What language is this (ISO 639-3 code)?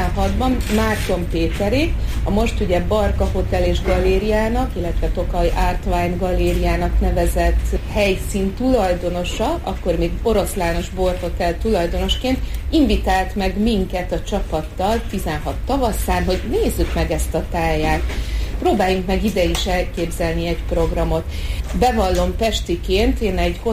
hun